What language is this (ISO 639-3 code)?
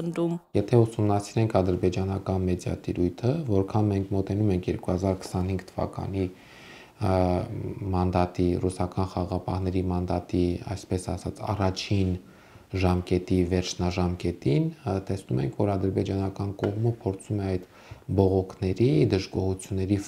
hye